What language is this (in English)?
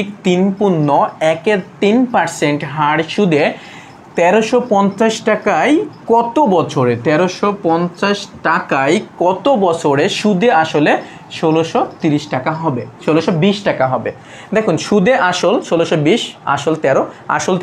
Bangla